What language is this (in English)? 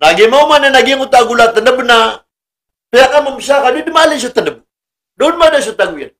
Maranao